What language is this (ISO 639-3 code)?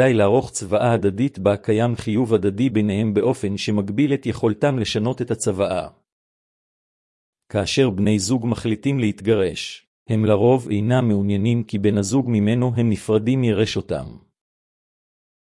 heb